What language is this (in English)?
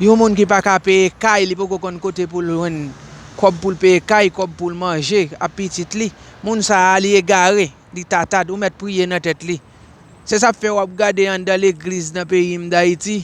Haitian Creole